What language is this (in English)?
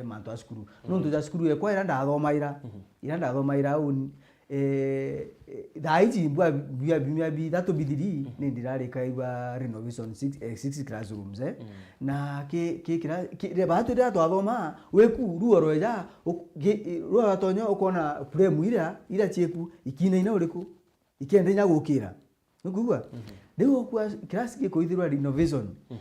Meru